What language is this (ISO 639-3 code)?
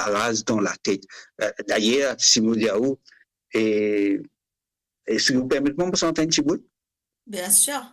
mfe